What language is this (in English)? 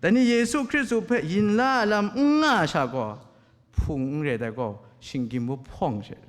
Kachin